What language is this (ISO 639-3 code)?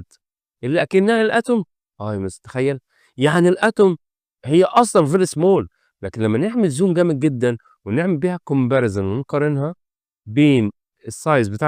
arz